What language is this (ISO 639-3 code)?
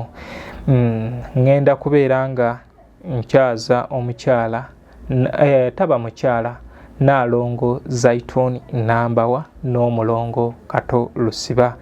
lug